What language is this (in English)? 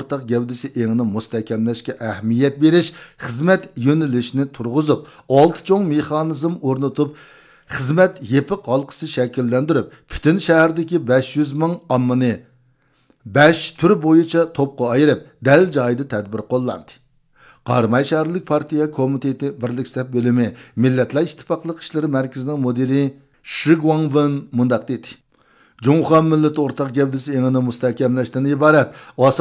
Uyghur